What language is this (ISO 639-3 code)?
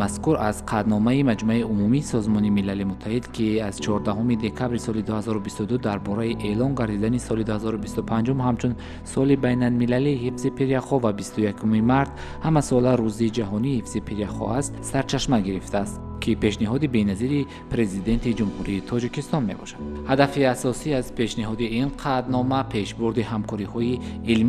tgk